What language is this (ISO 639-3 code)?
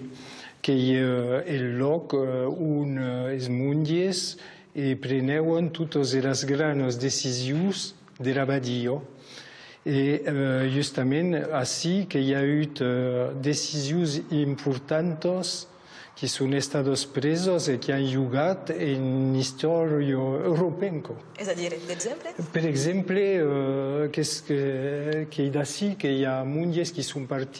oci